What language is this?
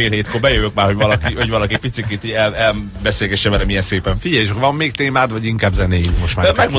Hungarian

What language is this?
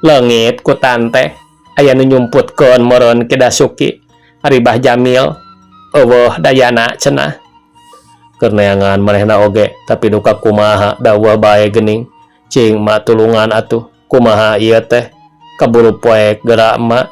Sundanese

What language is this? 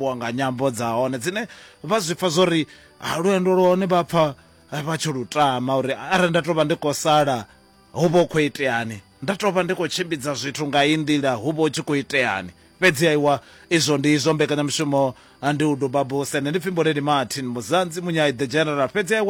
Venda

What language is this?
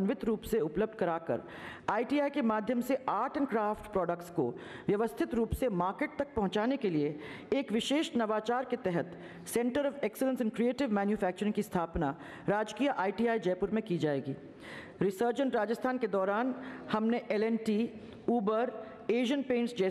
Hindi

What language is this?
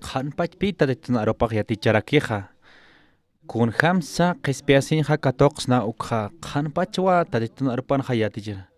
Aymara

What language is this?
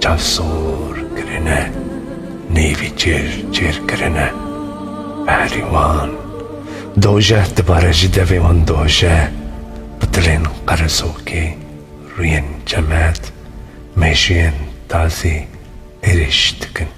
Kurdish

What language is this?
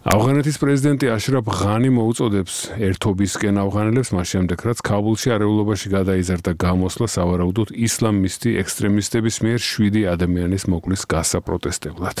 Georgian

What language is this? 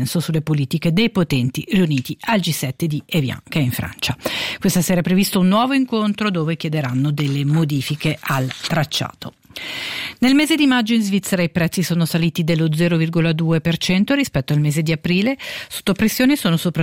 Italian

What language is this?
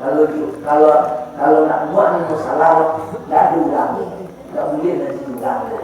Minangkabau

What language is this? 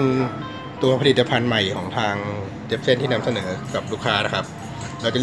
Thai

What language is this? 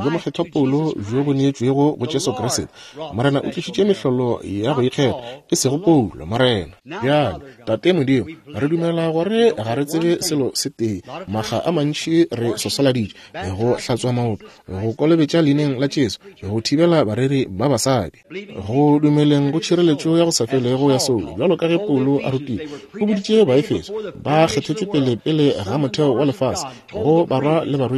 Northern Sotho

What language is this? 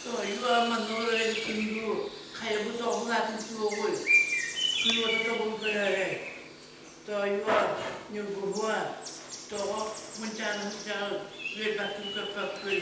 Yakut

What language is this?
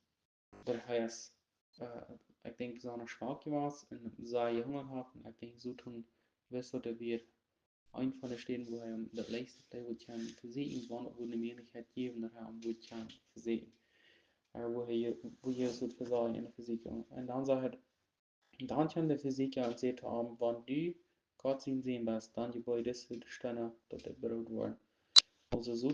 Plautdietsch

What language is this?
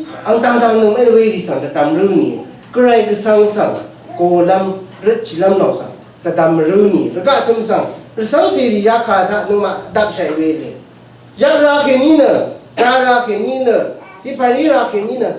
Rawang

